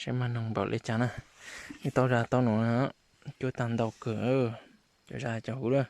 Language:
Hmong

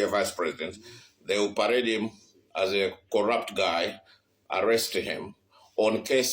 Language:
Nyanja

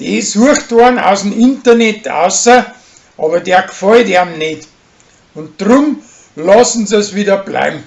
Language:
Bavarian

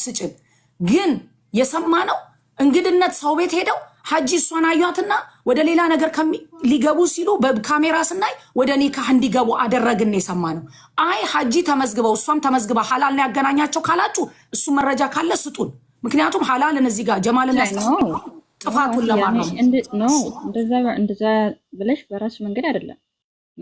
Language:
Amharic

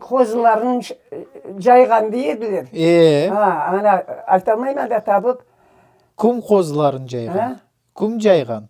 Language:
Crimean Tatar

